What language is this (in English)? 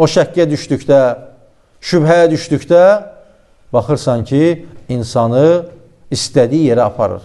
Azerbaijani